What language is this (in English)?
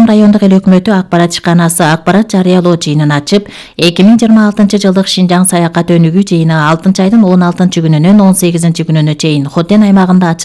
Kyrgyz